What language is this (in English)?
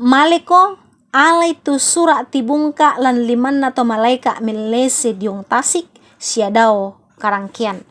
Toraja-Sa'dan